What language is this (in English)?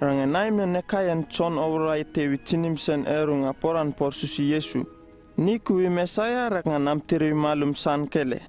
Uripiv-Wala-Rano-Atchin